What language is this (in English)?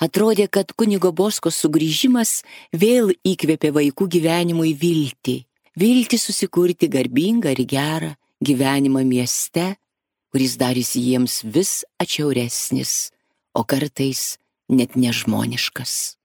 Lithuanian